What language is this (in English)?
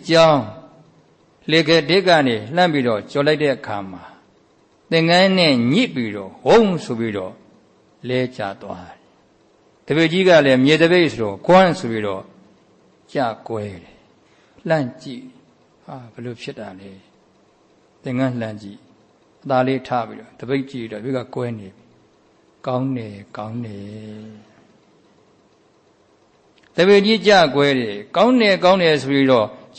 Burmese